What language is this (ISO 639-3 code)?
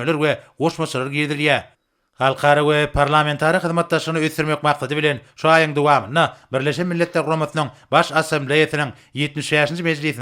tuk